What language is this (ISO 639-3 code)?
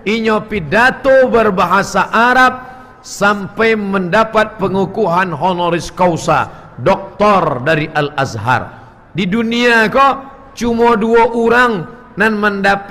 min